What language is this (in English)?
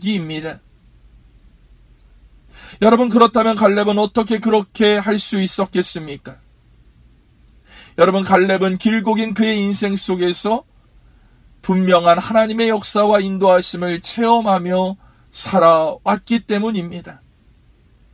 Korean